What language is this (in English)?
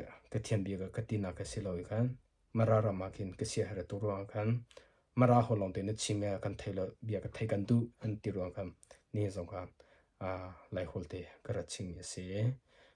Hakha Chin